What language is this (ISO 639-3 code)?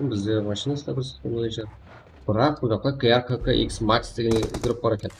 kaa